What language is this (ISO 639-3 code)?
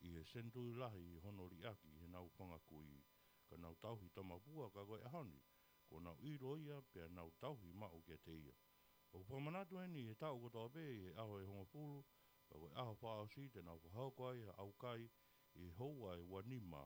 ton